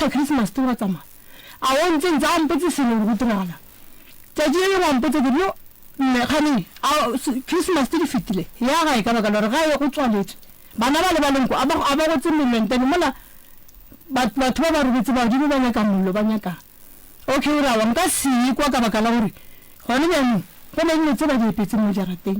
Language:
Northern Sotho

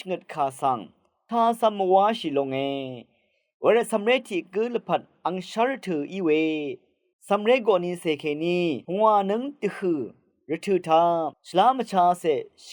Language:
Rawang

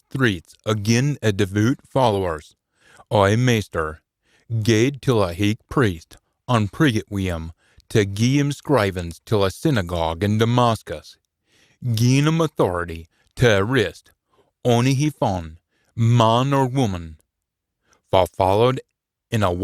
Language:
Scots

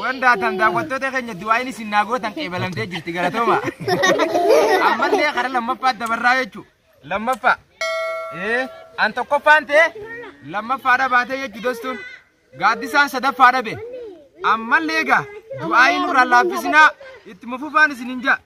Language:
Oromo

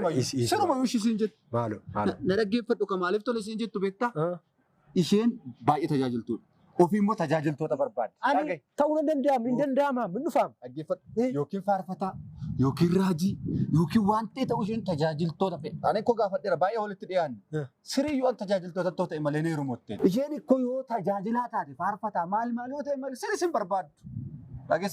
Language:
Oromo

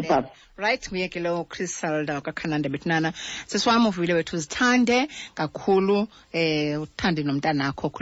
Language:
Xhosa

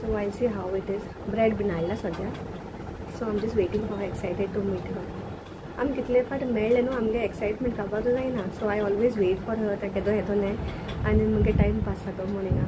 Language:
Konkani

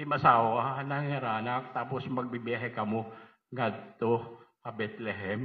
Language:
Waray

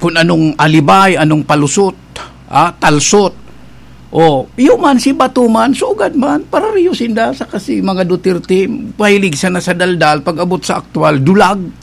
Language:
Bikol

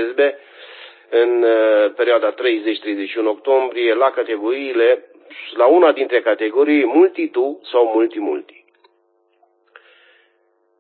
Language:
Romanian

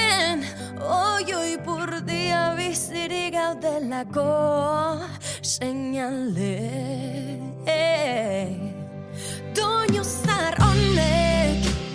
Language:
Basque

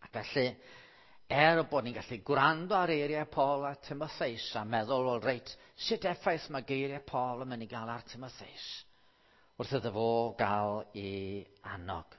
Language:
Welsh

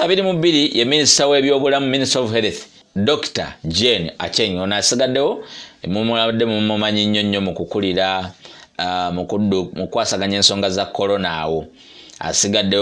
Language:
Ganda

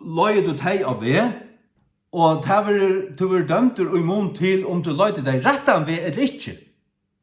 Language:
Faroese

